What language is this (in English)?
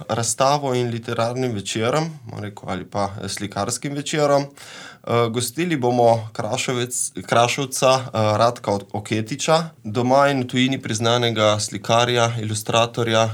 Slovenian